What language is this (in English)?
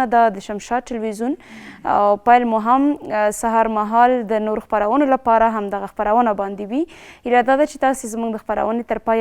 Pashto